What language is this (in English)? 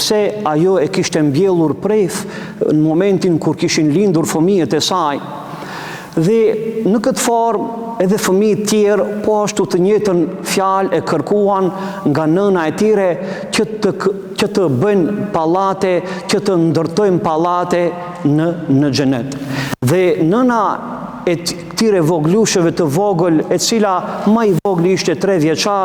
Albanian